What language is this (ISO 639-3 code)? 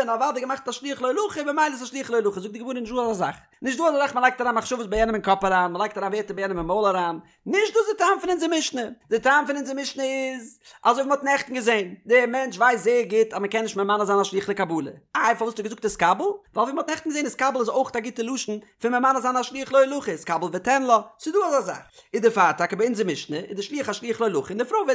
yid